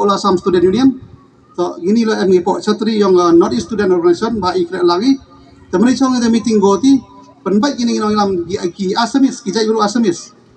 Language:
Khasi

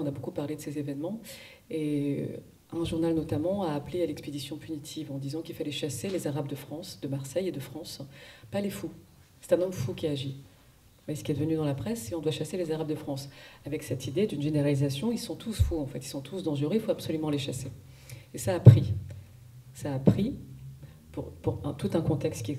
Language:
French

